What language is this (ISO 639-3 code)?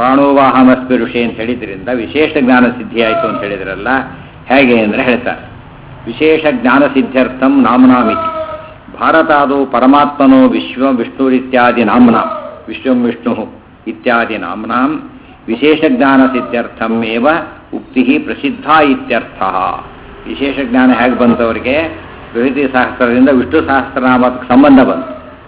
kan